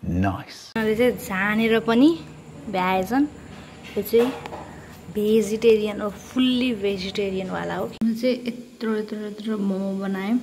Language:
Nepali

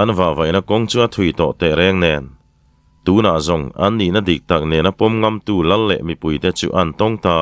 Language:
Mizo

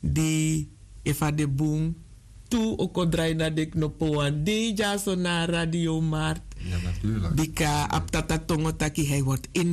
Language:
Sranan Tongo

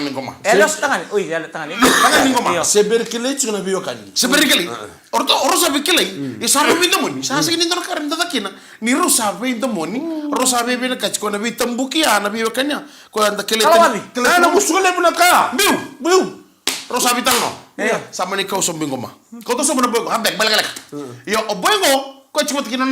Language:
Fijian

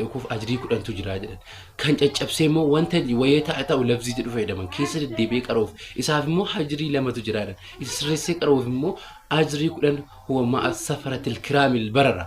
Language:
Oromo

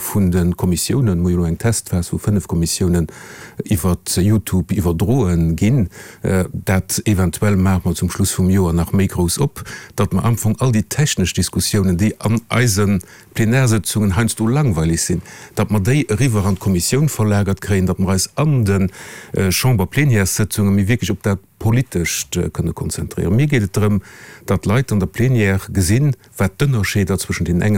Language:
Luxembourgish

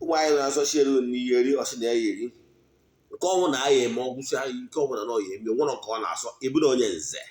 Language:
Igbo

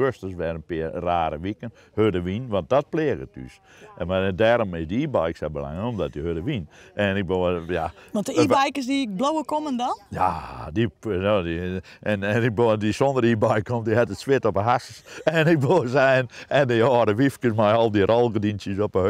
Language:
Western Frisian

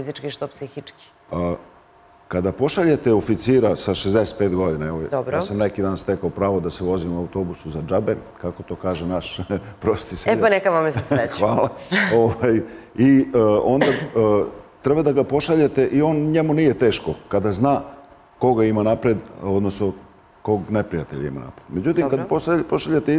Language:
Serbian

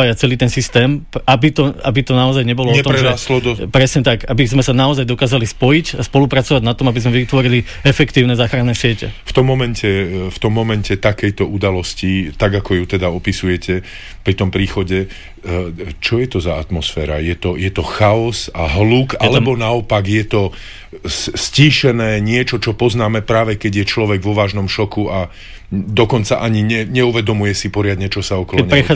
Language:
Slovak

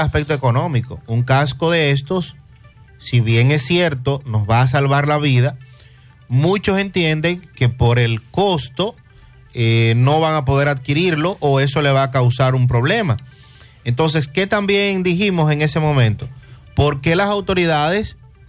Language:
Spanish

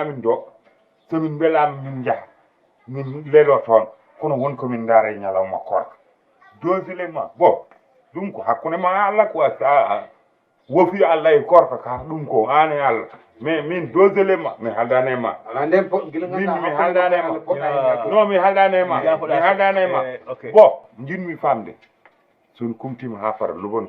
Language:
Fula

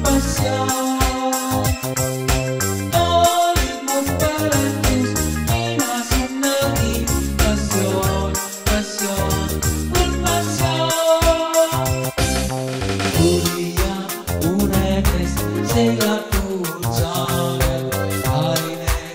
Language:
Estonian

